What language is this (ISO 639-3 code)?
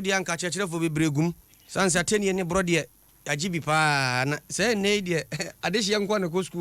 aka